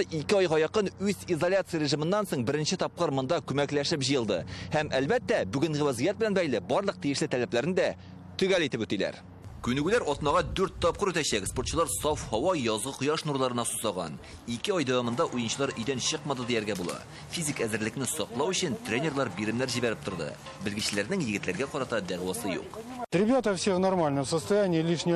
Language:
Tatar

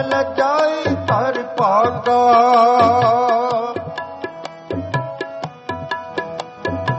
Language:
Punjabi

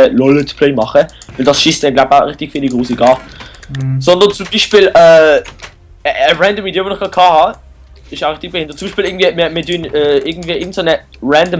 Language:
Swiss German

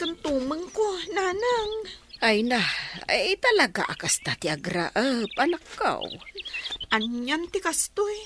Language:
Iloko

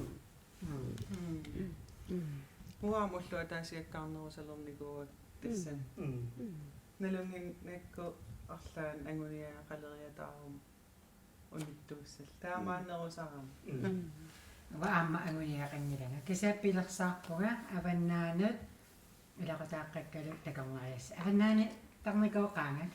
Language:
Kalaallisut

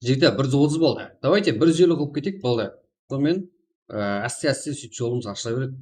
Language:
Kara-Kalpak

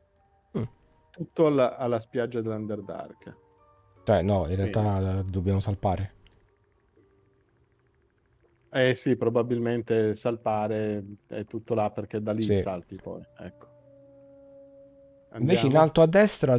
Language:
Italian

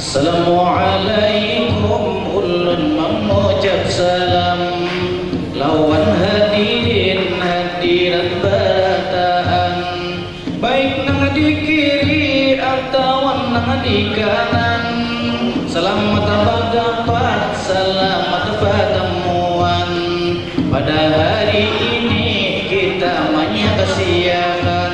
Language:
Banjar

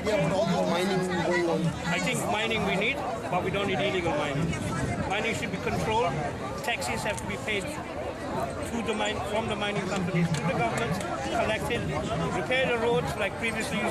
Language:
Konkani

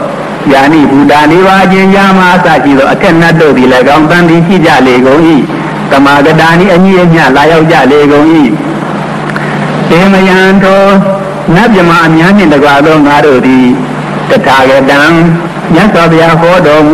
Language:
Burmese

